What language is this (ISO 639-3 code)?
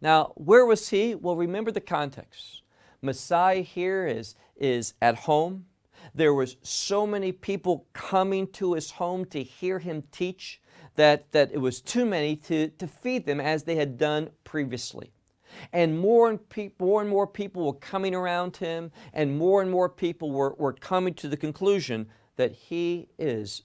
eng